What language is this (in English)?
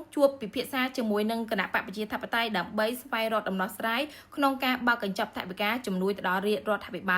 Khmer